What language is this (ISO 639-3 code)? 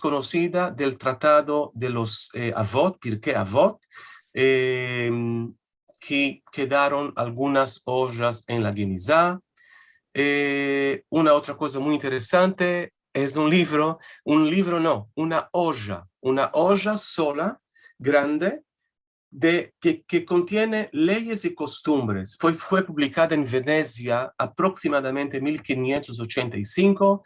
lad